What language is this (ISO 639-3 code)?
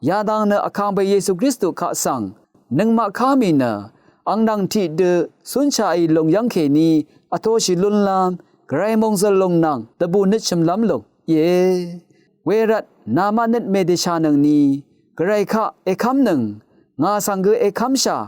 raw